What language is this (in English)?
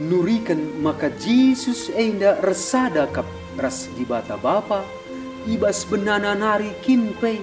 Batak Karo